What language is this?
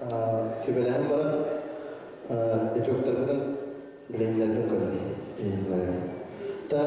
Yakut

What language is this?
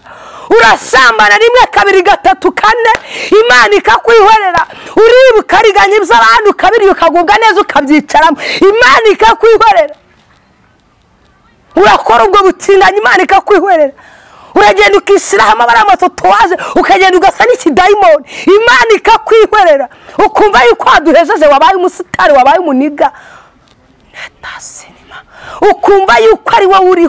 Kinyarwanda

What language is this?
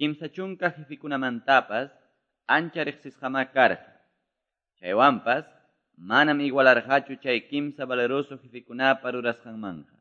Quechua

